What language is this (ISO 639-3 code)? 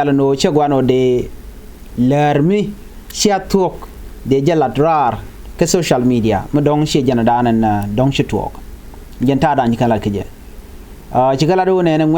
nus